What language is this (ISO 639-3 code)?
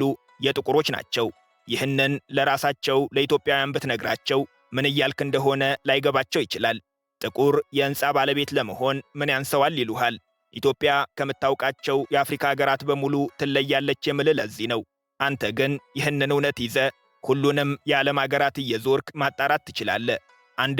amh